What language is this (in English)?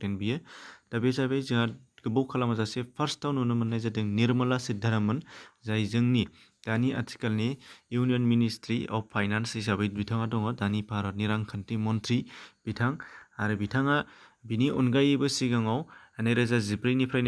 Bodo